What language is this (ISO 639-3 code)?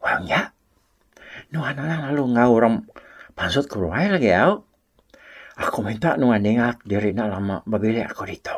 iba